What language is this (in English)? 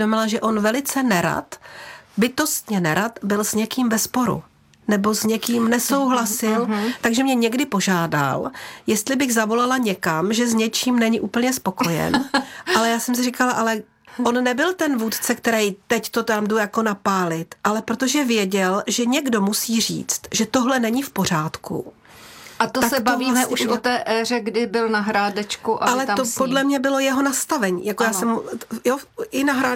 Czech